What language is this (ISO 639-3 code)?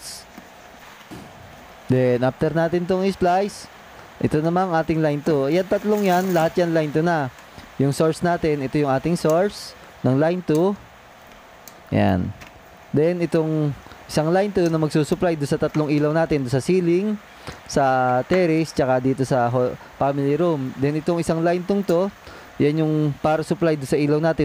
fil